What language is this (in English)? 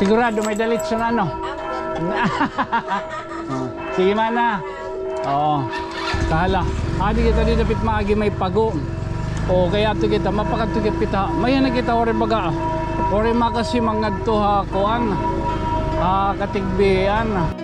Waray